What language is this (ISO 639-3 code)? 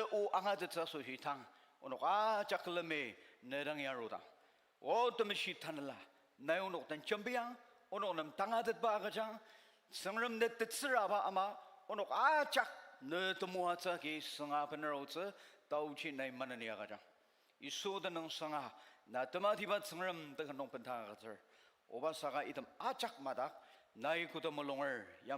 njo